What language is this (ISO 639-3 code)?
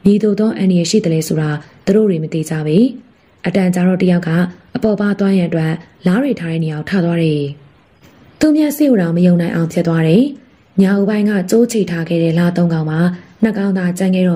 mya